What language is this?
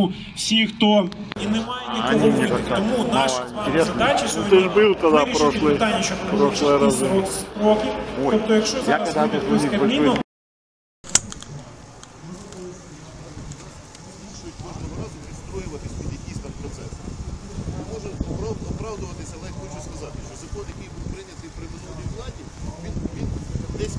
Ukrainian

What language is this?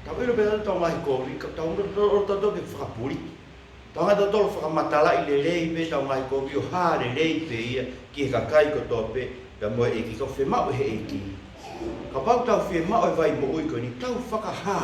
Tongan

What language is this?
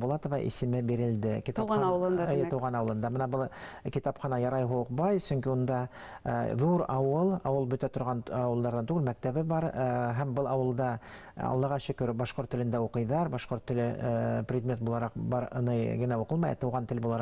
Bashkir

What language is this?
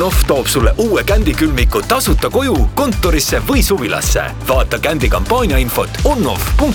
Estonian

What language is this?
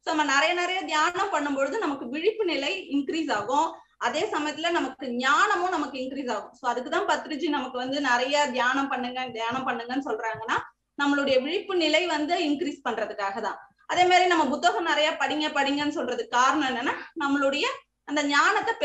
Tamil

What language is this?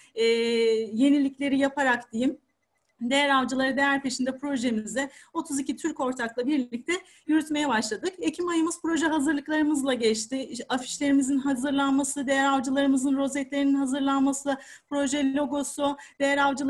Turkish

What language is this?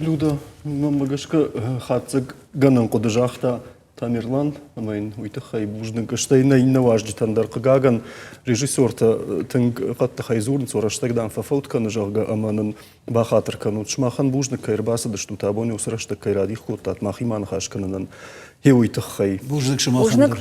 Ossetic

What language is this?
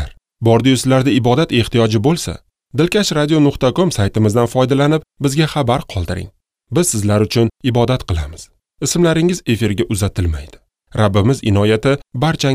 Uzbek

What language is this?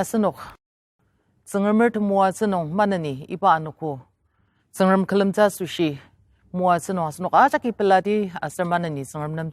Ao Naga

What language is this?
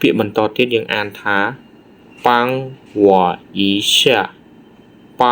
Khmer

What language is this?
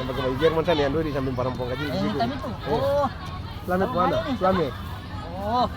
Ambonese Malay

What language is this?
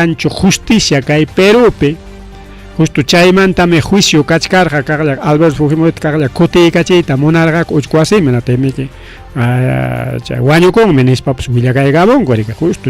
Ayacucho Quechua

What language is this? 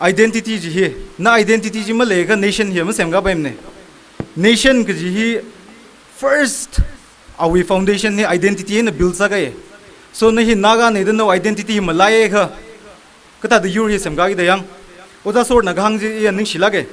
Tangkhul Naga (India)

